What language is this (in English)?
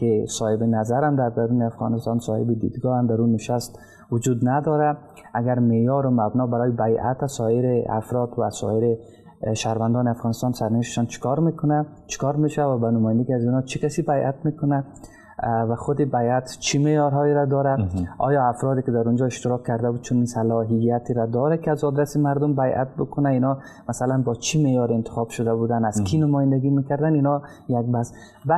Persian